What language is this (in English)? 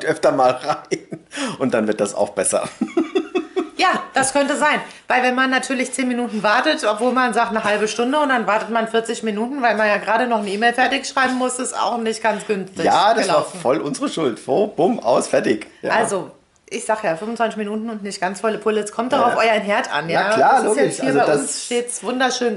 German